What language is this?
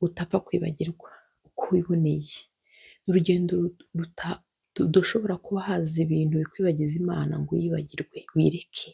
Kinyarwanda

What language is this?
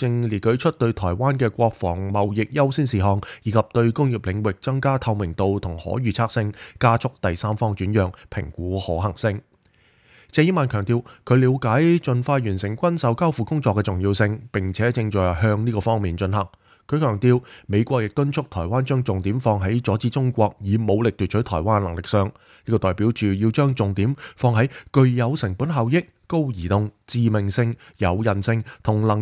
Cantonese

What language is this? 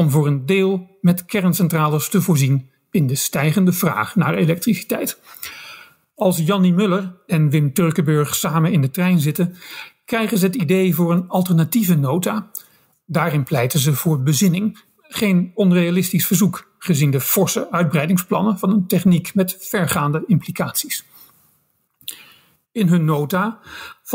Dutch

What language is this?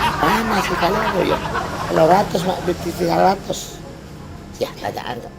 Madurese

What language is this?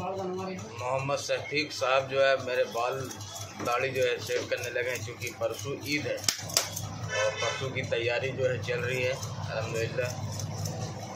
Hindi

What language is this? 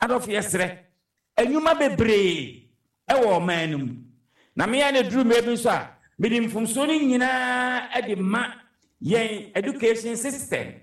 Akan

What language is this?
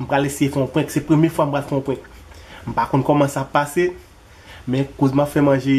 Haitian Creole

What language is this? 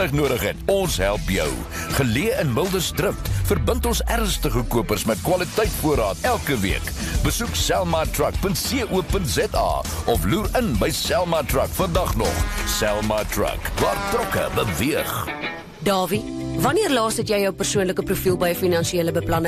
Afrikaans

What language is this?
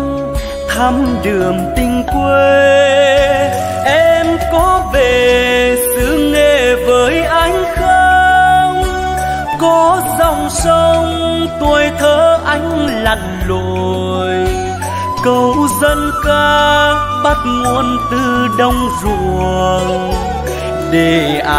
Vietnamese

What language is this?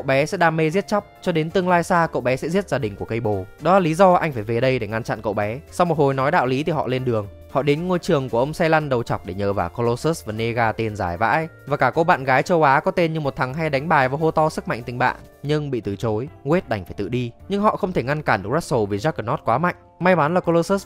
Vietnamese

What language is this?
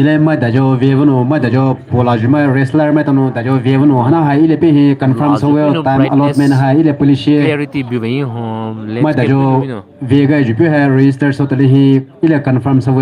Poumei Naga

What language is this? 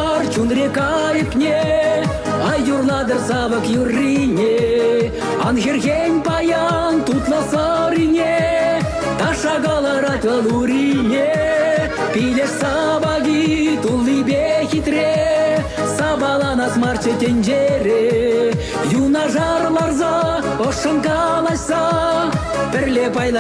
Chuvash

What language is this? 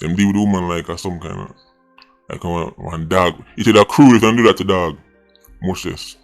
Jamaican Creole English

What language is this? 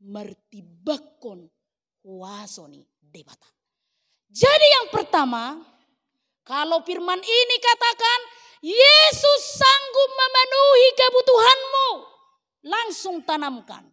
Batak Toba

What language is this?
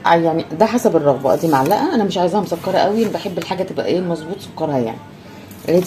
Egyptian Arabic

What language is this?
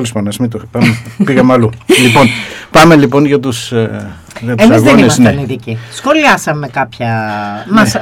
Greek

